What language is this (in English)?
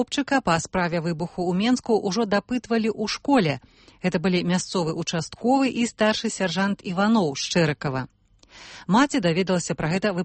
Belarusian